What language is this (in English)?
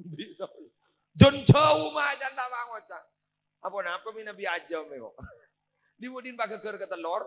Madurese